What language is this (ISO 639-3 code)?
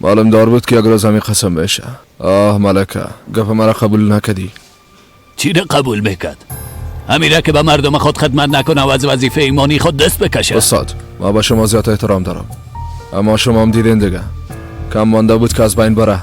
fas